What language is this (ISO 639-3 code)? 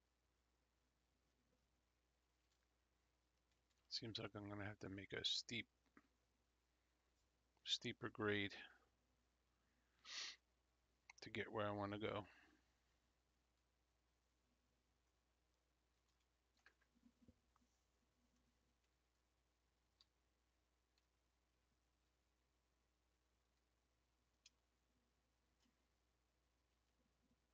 eng